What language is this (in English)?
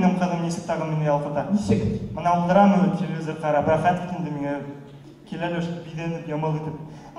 Bashkir